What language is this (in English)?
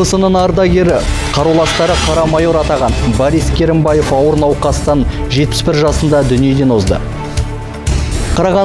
Kazakh